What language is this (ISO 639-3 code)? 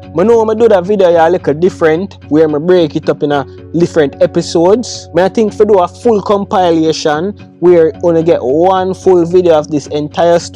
jam